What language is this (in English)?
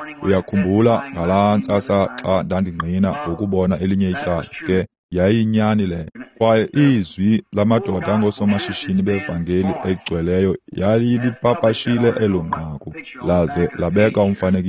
Xhosa